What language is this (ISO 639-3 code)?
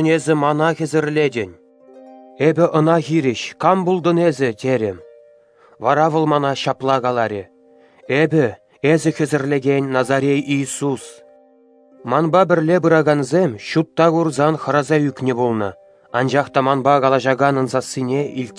chv